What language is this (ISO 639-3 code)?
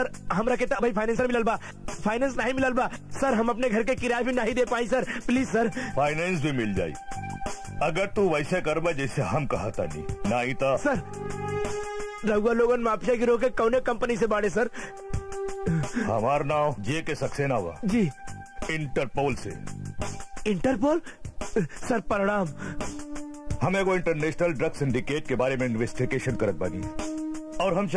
bho